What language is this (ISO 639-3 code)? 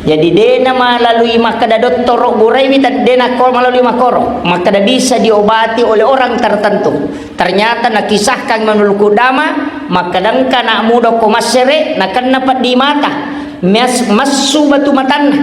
bug